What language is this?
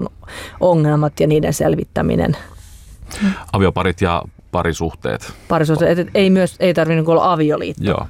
Finnish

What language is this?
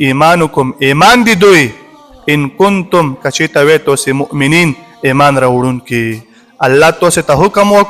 Pashto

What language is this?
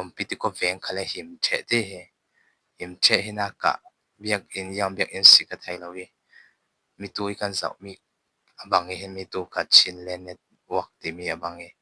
Falam Chin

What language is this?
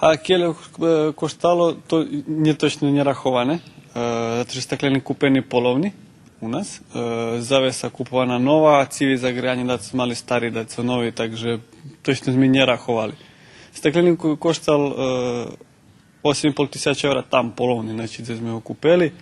Rusyn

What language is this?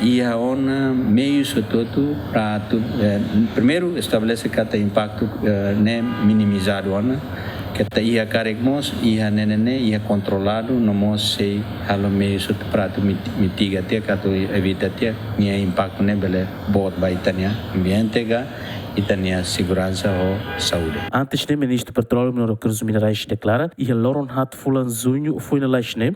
Tetum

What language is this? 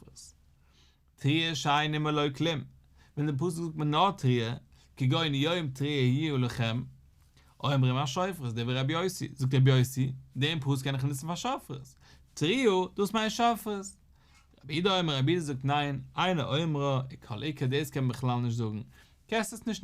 Yiddish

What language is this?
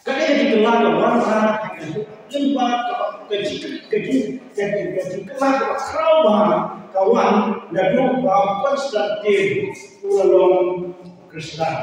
Khasi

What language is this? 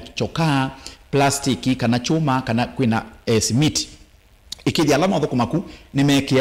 Kamba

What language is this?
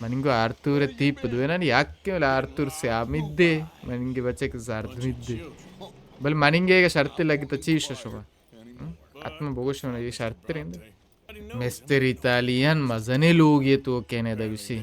Baluchi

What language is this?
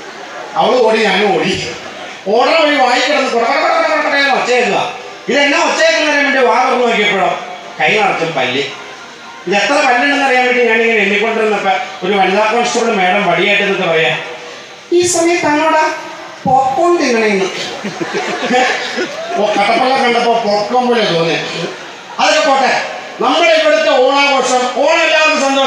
Malayalam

